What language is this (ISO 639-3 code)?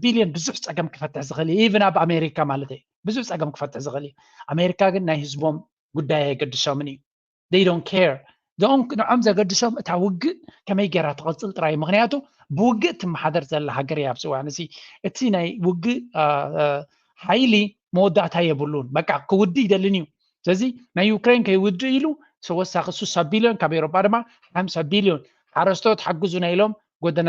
tir